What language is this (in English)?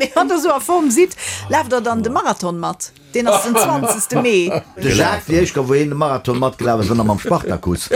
Luxembourgish